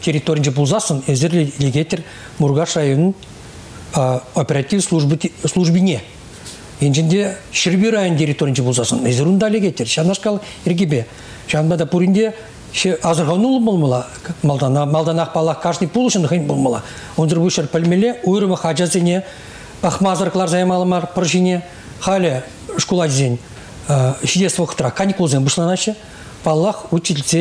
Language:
Chuvash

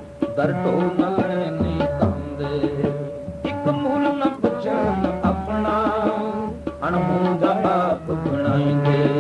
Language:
Punjabi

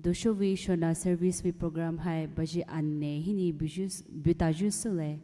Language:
Poumei Naga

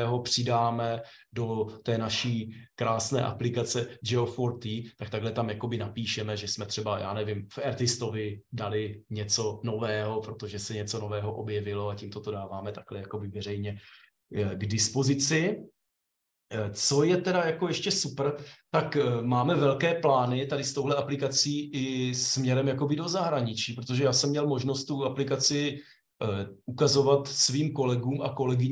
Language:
Czech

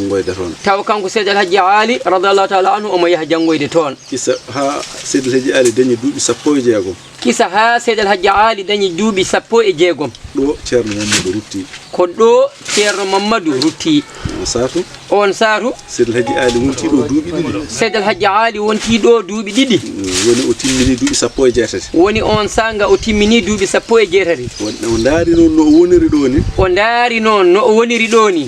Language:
Fula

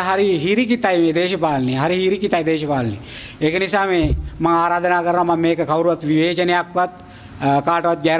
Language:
Sinhala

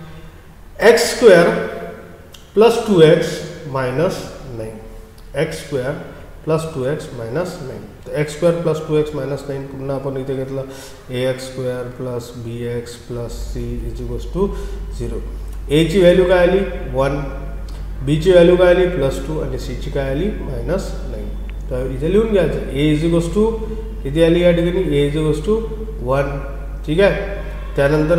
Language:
Marathi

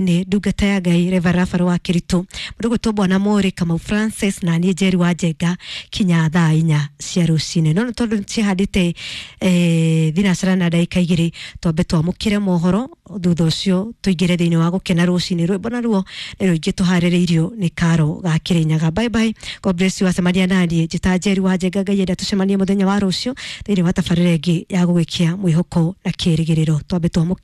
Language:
Kikuyu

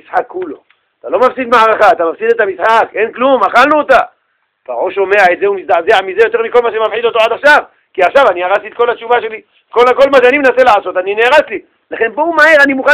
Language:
Hebrew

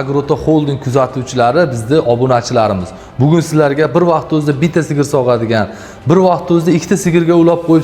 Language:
Uzbek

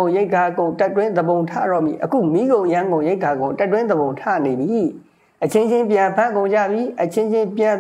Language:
Burmese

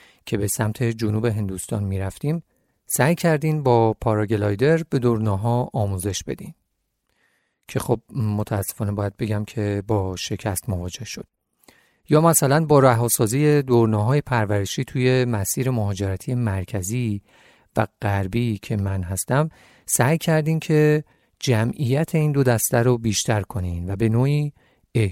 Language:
Persian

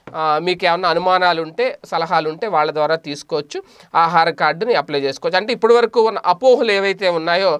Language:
Telugu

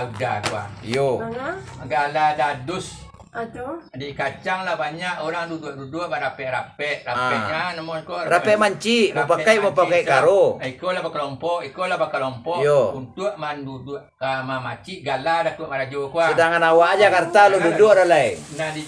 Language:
Minangkabau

